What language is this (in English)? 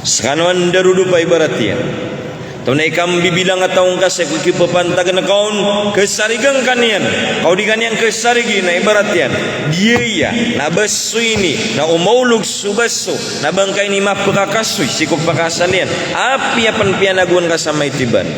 Maranao